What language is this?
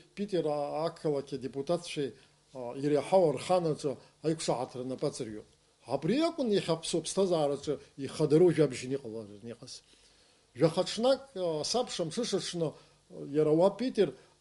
Abkhazian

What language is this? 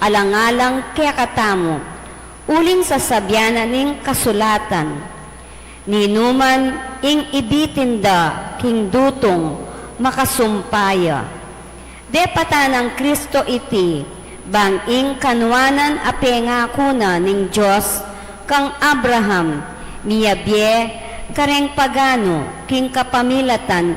Pampanga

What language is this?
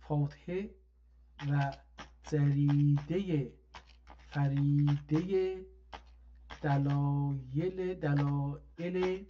South Azerbaijani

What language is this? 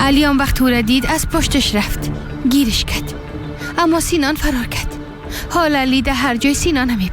Persian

